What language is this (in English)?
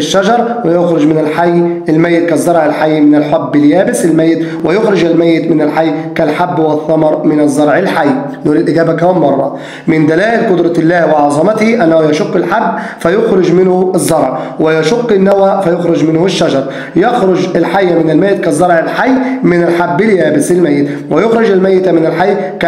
Egyptian Arabic